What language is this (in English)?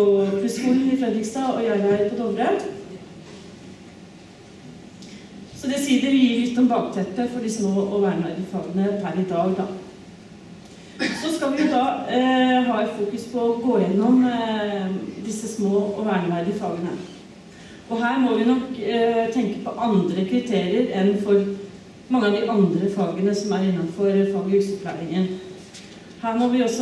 Norwegian